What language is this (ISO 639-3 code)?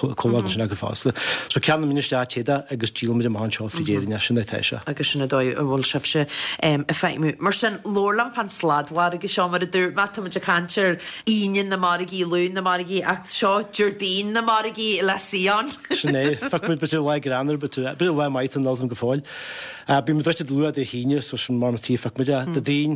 gle